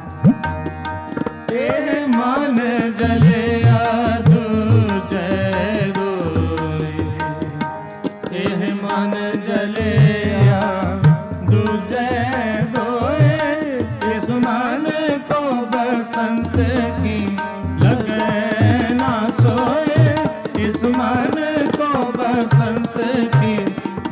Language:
Hindi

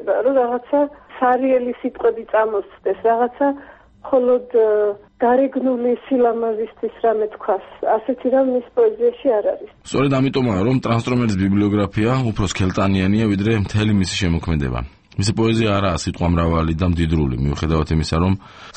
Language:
Georgian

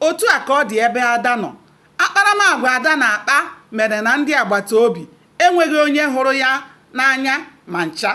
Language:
Igbo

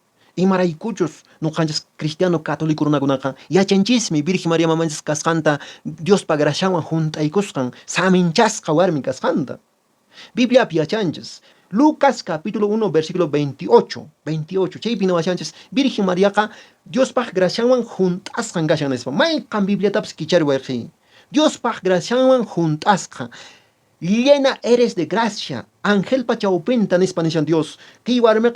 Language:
Quechua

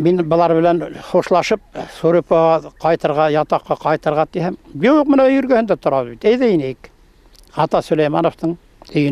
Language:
Bashkir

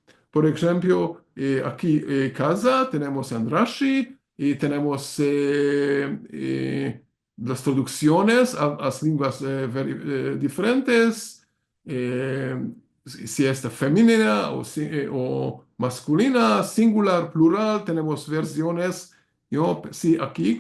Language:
Ladino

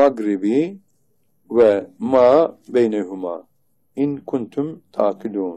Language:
Turkish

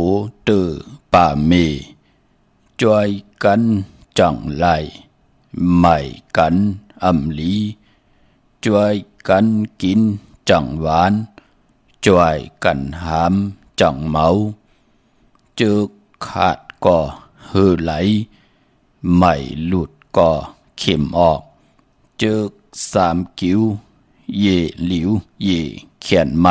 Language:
Shan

